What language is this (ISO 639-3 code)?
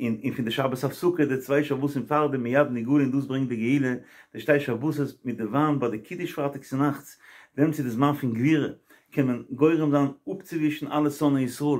yid